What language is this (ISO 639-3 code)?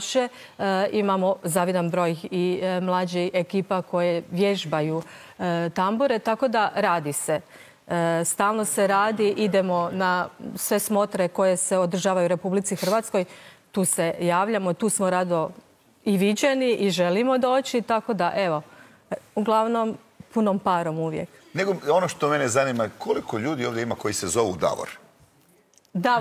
hrv